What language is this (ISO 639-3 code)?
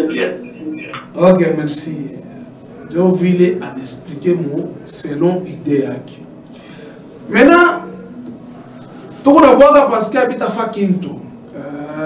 swa